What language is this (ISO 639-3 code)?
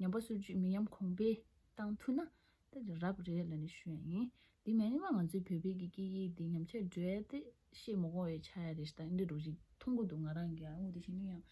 bod